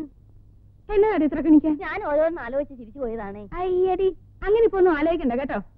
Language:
Malayalam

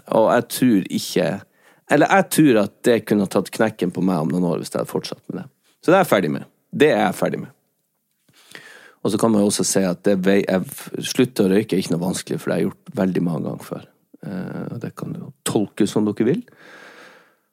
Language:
Norwegian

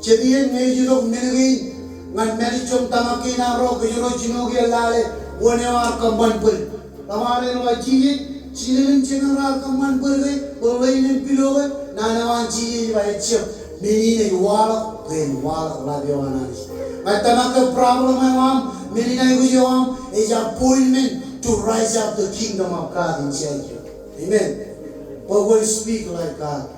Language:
Marshallese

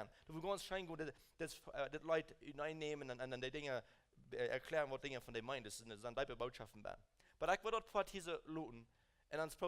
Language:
Plautdietsch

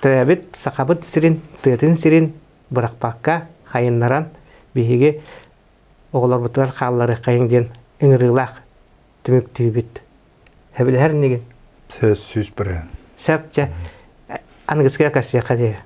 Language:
Yakut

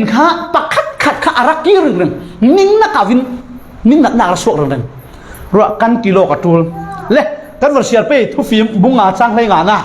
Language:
Falam Chin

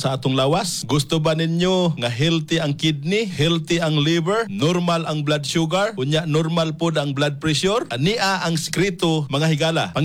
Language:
Cebuano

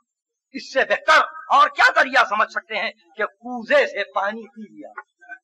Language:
Urdu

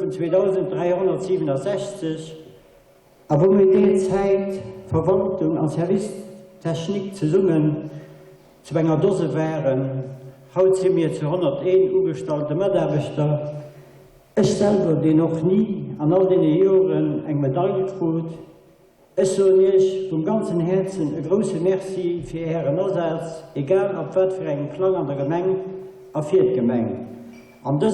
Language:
Luxembourgish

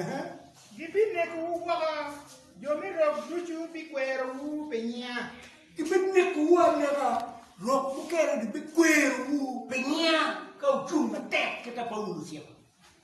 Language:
Acoli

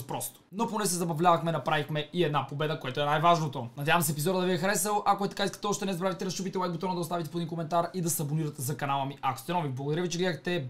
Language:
Bulgarian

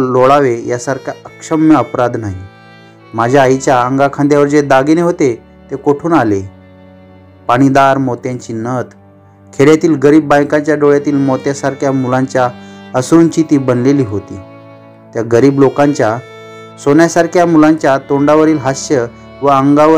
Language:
Marathi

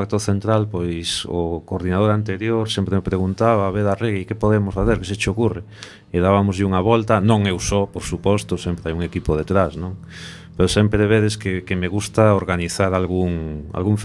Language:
Galician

